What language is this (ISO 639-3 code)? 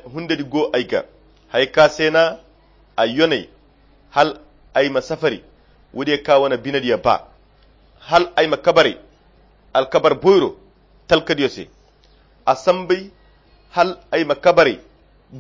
khq